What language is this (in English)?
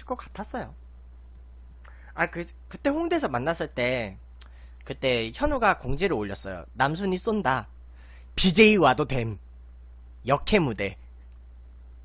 Korean